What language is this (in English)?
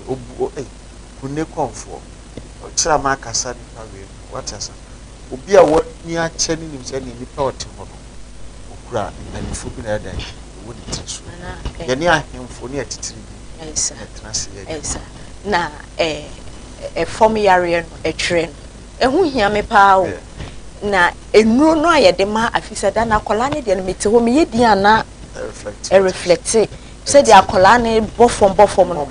Akan